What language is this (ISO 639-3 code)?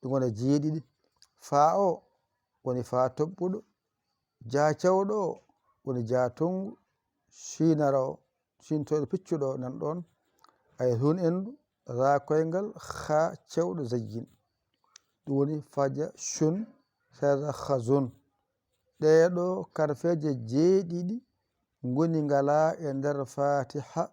ful